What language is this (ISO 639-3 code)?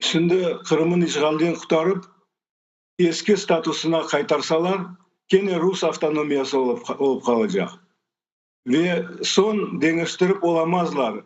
crh